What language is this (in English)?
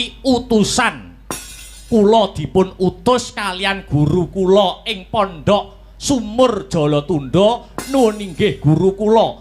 Javanese